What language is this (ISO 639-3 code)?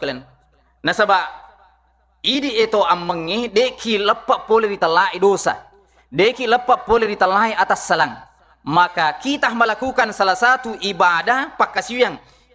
bug